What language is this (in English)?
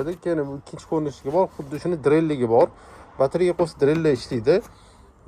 Uzbek